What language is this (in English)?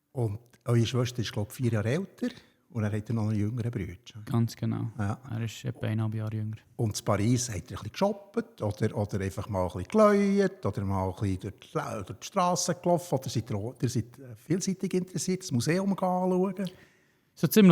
Swiss German